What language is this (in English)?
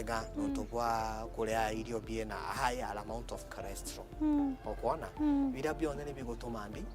Meru